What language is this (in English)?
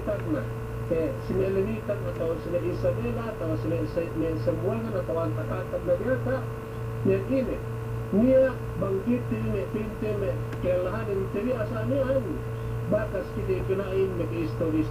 Yakan